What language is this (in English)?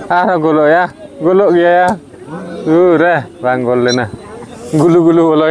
Santali